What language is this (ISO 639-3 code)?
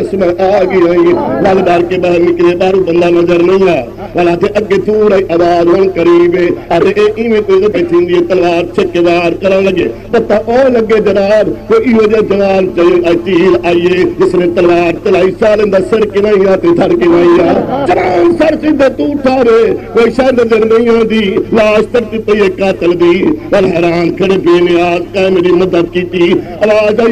skr